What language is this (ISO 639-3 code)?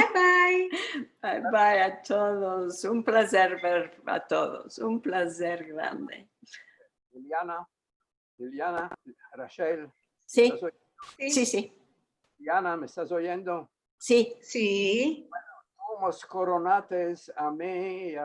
lad